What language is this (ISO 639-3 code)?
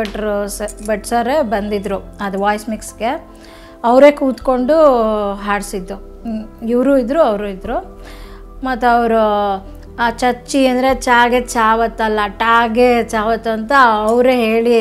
kan